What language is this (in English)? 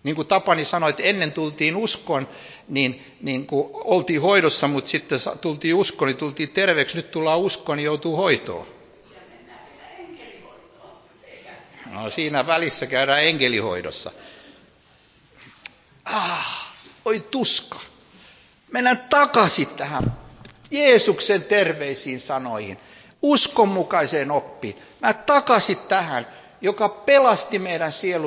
Finnish